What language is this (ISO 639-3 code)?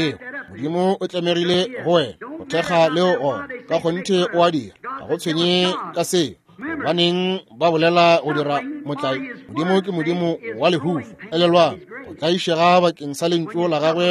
nso